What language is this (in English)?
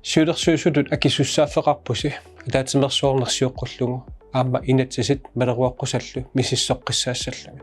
Kalaallisut